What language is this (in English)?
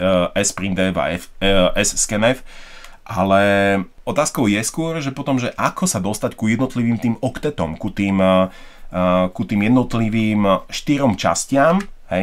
Slovak